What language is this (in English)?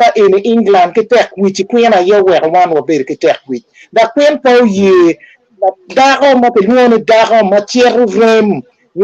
Acoli